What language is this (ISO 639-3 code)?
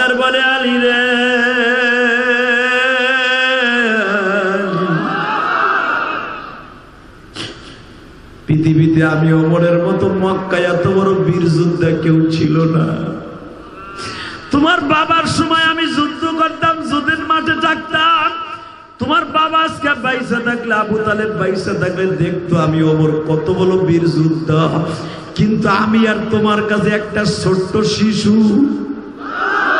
ben